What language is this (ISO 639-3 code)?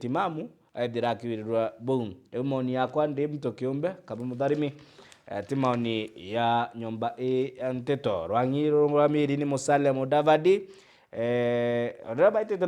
mer